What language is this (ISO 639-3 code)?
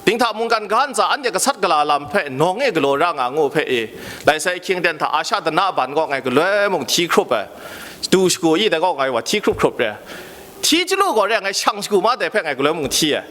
kac